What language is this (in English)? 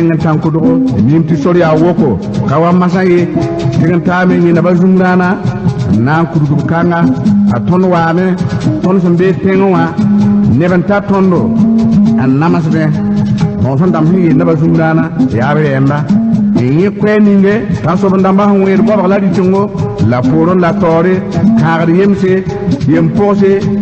Mossi